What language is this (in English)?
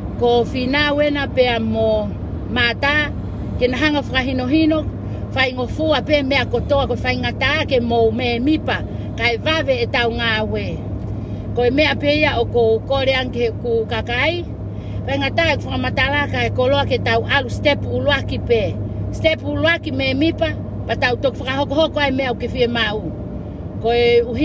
Tongan